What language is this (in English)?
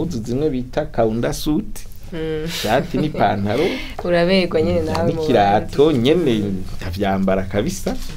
Rundi